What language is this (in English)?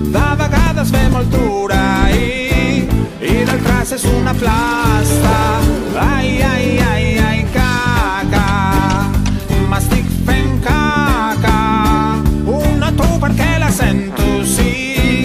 Catalan